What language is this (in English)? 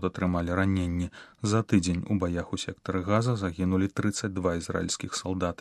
Belarusian